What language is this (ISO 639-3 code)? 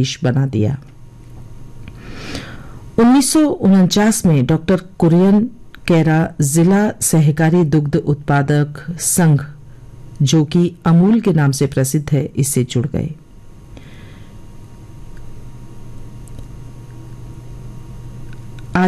hin